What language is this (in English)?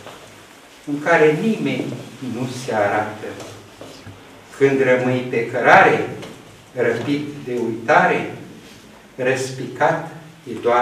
Romanian